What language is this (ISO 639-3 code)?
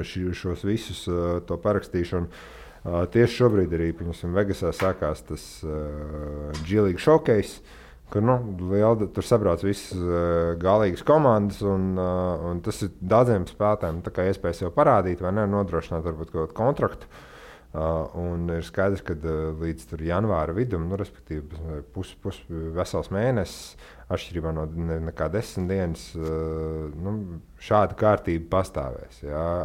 lav